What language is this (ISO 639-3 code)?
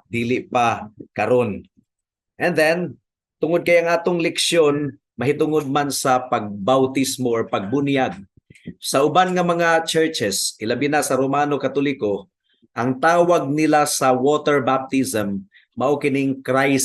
ceb